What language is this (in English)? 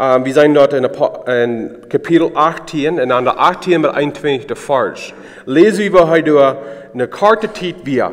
Plautdietsch